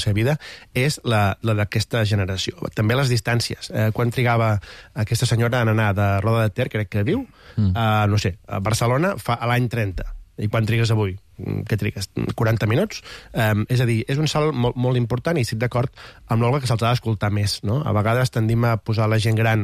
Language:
Catalan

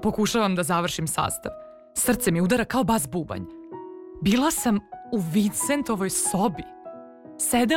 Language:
Serbian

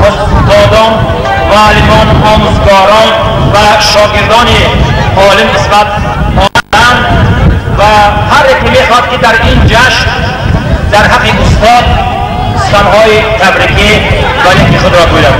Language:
Tajik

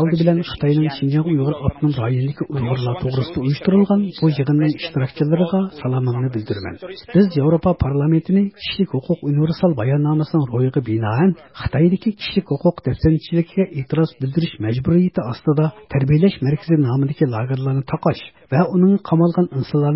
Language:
Uyghur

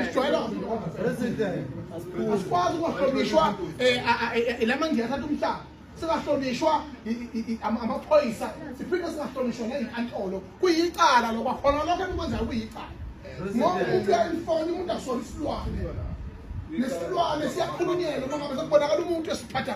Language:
Zulu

